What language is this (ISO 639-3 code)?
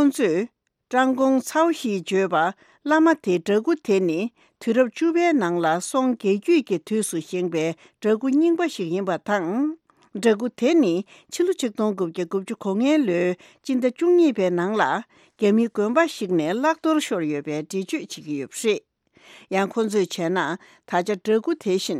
bod